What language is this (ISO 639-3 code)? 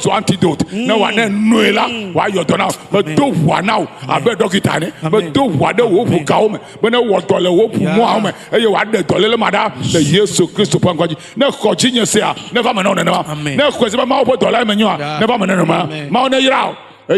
ewe